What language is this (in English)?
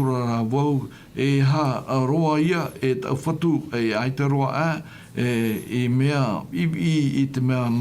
Tahitian